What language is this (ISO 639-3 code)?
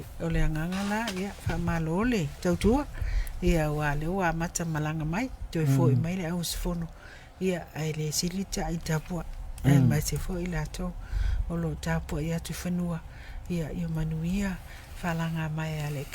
smo